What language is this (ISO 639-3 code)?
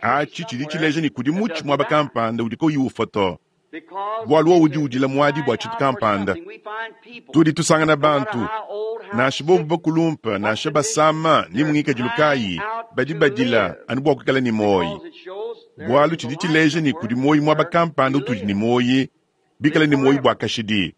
lua